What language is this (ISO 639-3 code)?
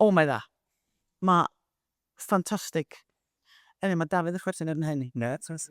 cym